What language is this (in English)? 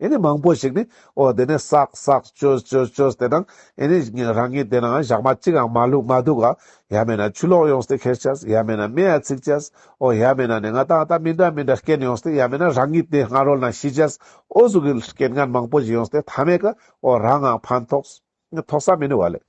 Ladakhi